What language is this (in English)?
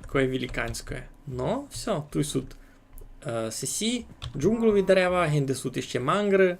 Rusyn